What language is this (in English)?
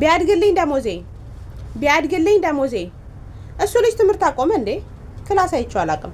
Amharic